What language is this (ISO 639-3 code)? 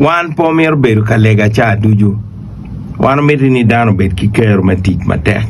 ach